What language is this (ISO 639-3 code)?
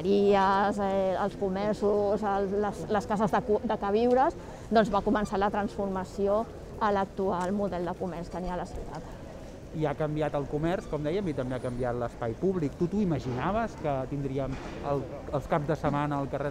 cat